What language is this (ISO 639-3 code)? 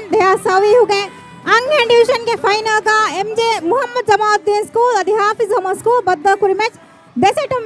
div